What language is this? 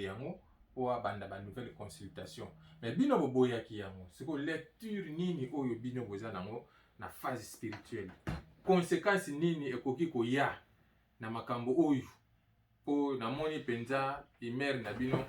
Lingala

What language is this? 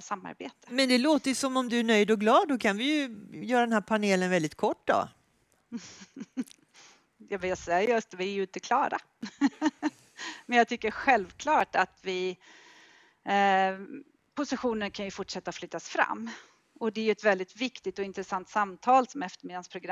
Swedish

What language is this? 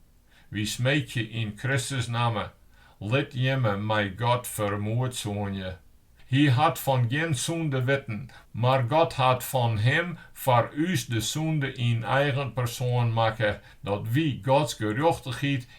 Western Frisian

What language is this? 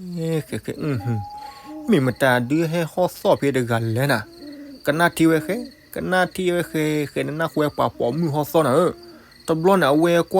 S'gaw Karen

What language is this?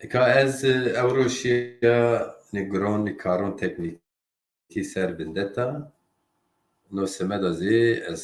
Zaza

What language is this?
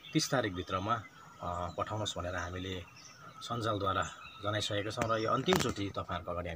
Nepali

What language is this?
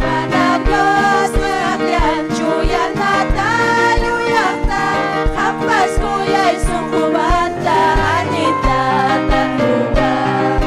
Ayacucho Quechua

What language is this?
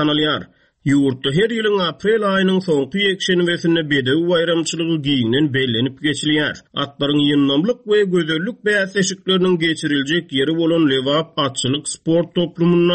Turkmen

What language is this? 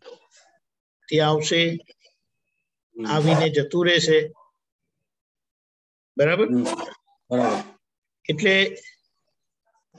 Gujarati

